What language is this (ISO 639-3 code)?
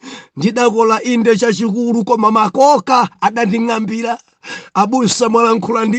nya